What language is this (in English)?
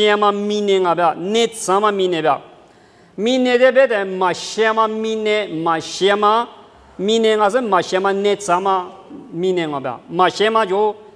Lisu